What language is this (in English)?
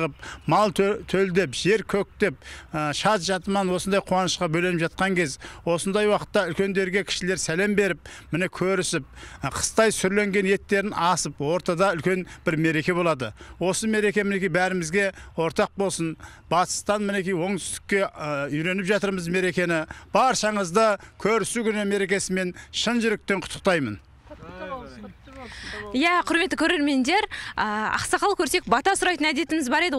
Kazakh